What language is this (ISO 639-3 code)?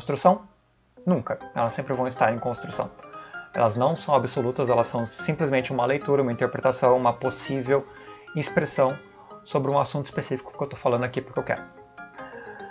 por